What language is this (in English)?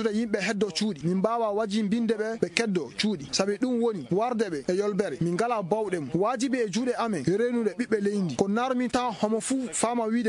Maasina Fulfulde